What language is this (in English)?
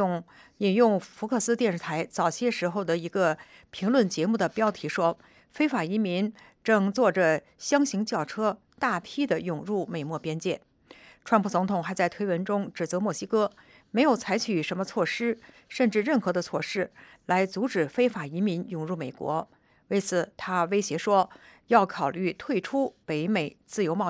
Chinese